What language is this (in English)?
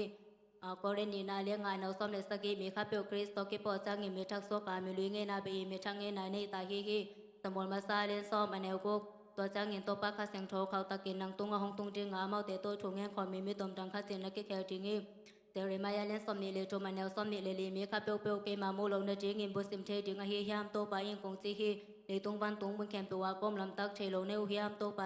Tedim Chin